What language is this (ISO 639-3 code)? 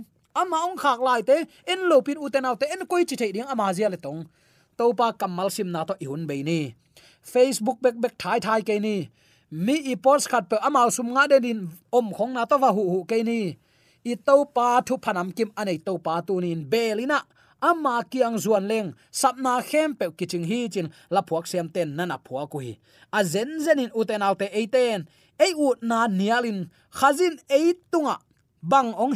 ctd